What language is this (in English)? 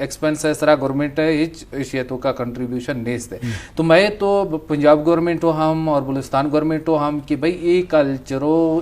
Eastern Balochi